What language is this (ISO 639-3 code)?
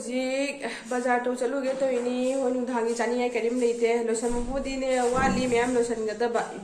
mni